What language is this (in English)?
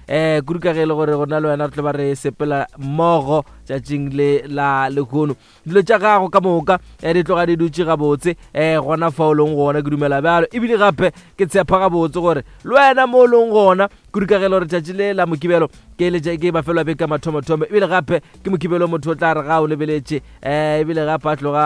Northern Sotho